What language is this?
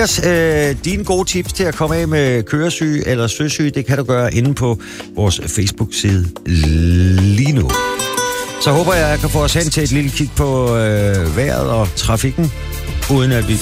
Danish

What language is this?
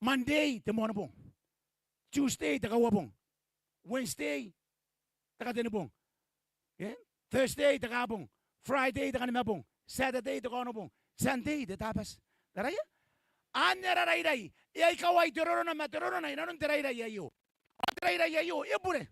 Gilbertese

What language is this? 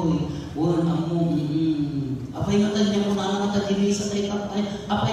Iloko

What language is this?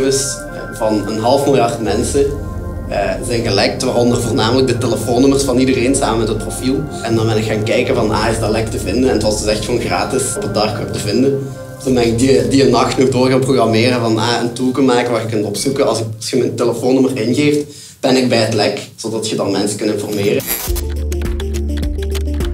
Dutch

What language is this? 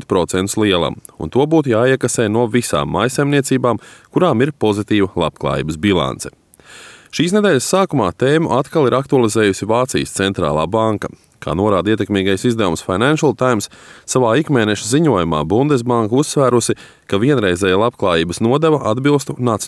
Latvian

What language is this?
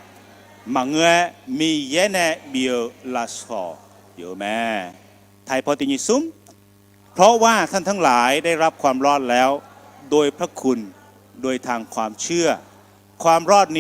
Akha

